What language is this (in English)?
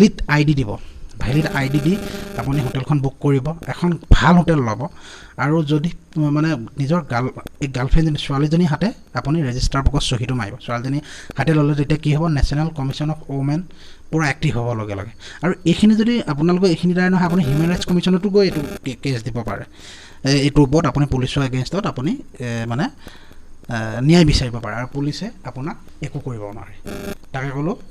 Assamese